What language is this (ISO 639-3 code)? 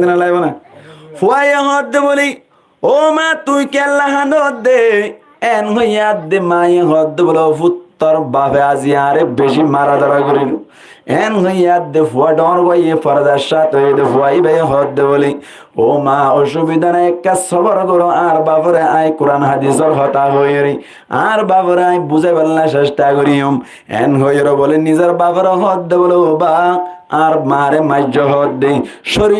rhg